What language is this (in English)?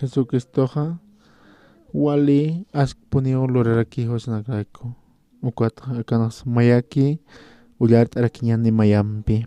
Aymara